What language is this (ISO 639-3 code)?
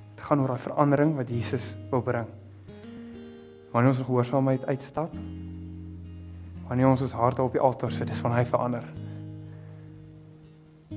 afr